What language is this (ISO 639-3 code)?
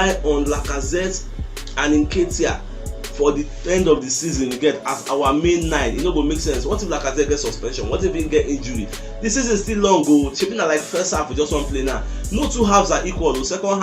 pcm